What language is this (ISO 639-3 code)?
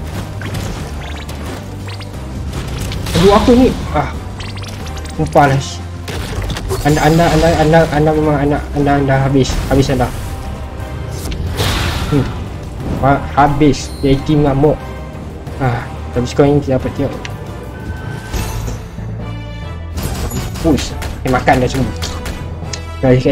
msa